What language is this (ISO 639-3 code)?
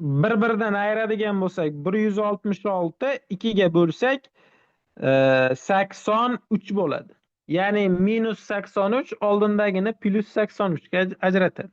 uzb